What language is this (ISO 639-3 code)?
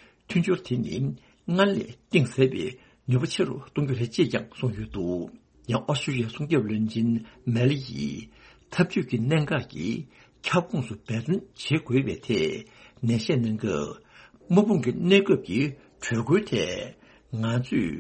bod